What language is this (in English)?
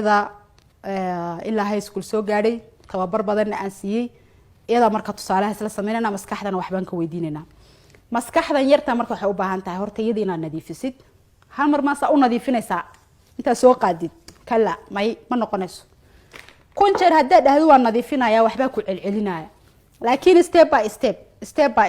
Somali